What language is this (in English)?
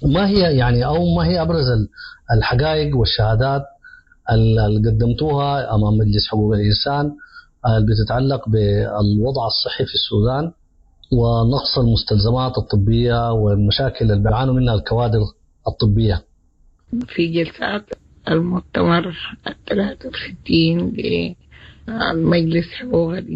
Sudanese Arabic